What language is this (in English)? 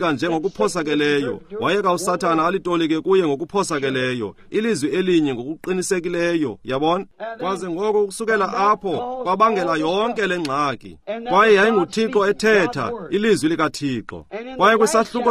Xhosa